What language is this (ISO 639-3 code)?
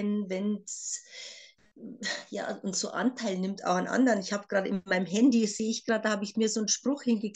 deu